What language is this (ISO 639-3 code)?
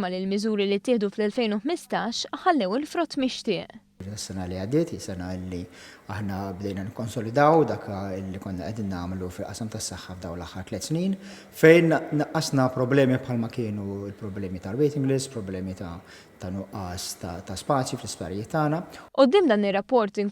mlt